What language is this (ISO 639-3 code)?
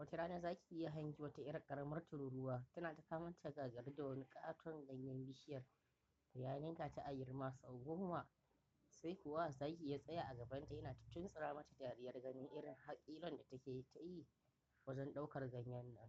hau